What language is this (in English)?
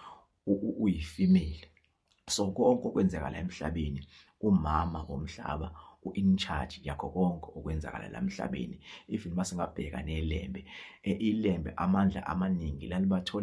Zulu